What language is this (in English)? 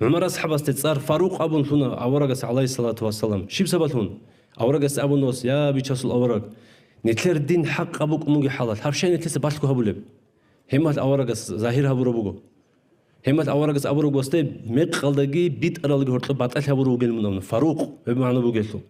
Avaric